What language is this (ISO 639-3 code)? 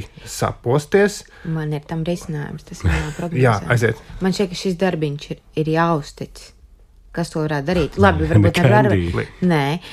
lav